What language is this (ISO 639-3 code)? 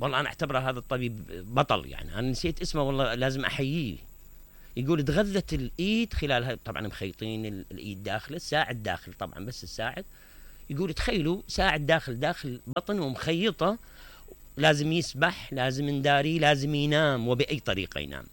acm